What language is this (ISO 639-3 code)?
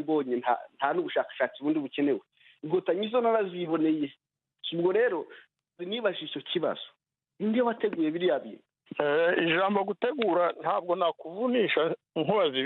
kin